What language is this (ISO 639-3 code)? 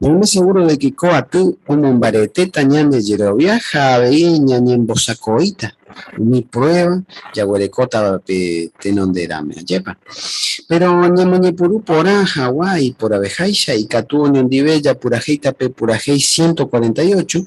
grn